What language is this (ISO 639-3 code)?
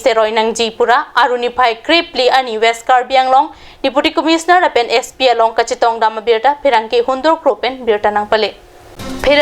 mjw